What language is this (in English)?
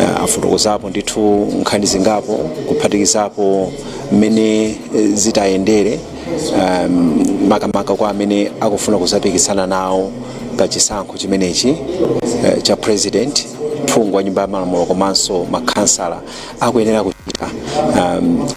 Nyanja